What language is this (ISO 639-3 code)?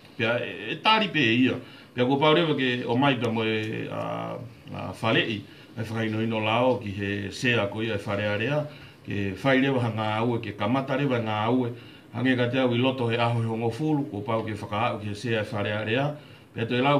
ton